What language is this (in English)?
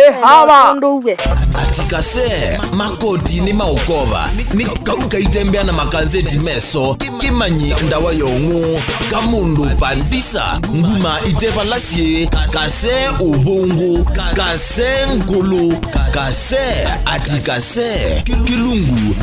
Kamba